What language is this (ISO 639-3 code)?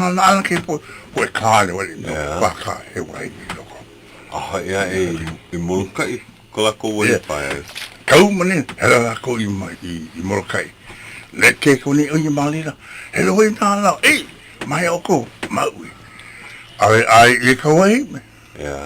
haw